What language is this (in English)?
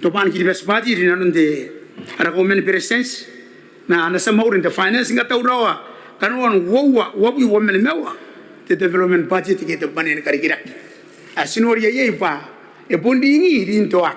Gilbertese